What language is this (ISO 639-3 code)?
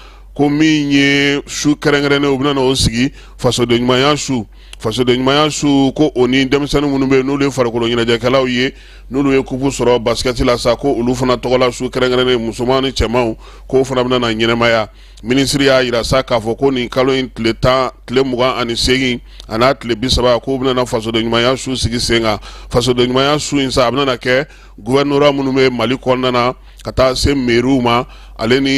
bam